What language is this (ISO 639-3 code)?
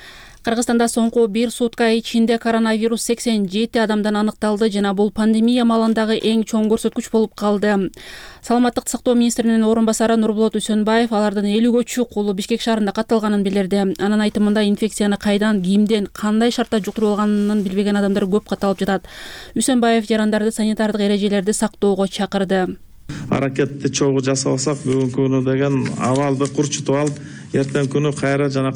kir